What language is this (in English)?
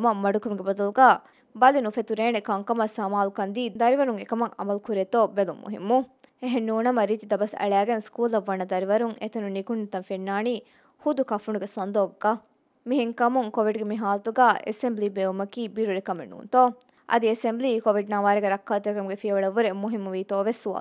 Divehi